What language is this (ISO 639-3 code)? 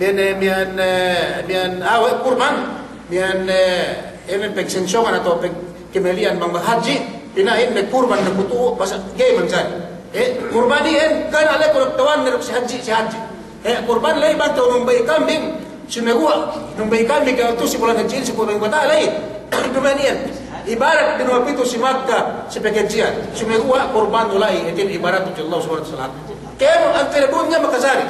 yka